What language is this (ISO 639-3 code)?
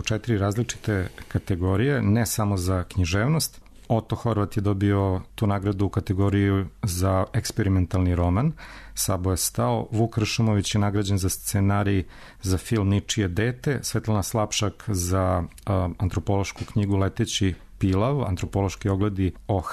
srp